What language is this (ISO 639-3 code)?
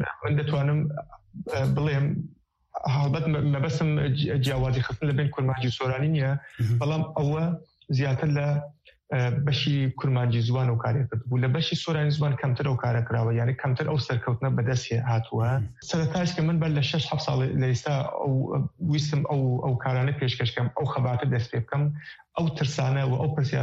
kur